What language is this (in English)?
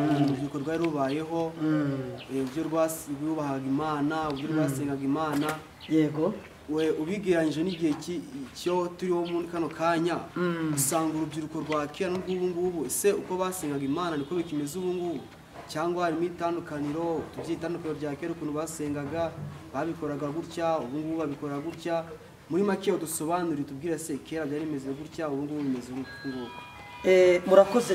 Kinyarwanda